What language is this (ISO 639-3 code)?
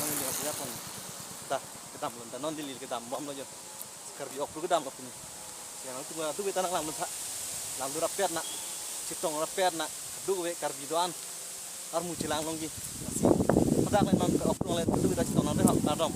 mjw